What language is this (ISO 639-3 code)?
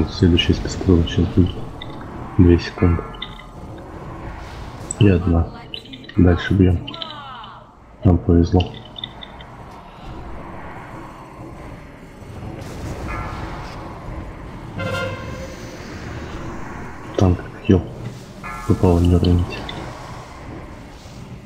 rus